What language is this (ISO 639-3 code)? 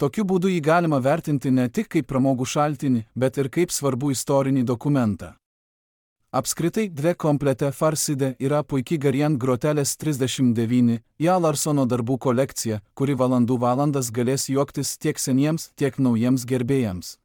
lit